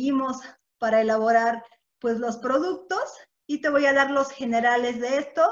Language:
Spanish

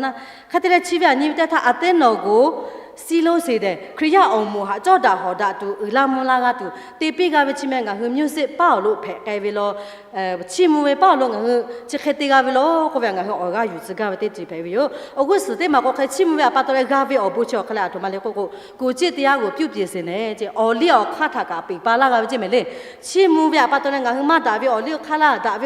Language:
Lahu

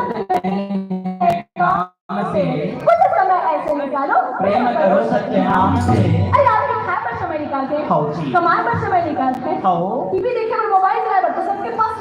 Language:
Chhattisgarhi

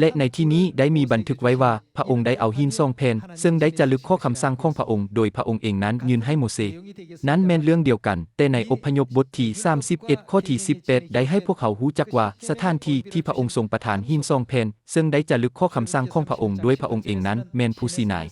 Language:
Lao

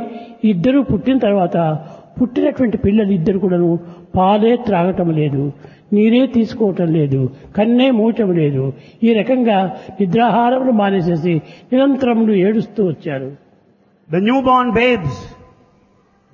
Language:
Telugu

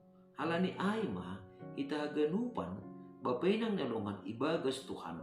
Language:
Batak Simalungun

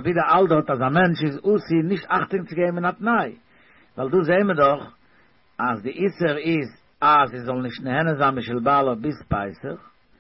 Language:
Yiddish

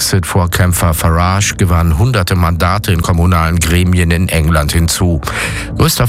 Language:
German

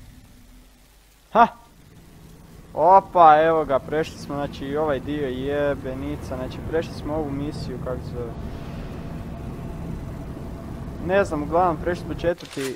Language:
Croatian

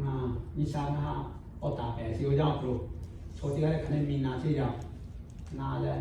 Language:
Lahu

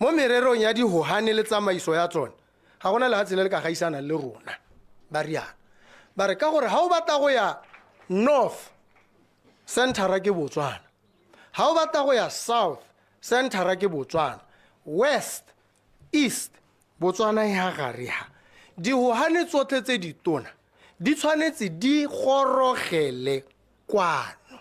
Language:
Tswana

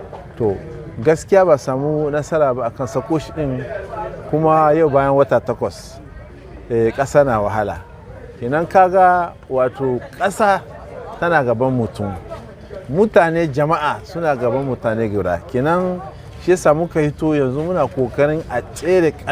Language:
Hausa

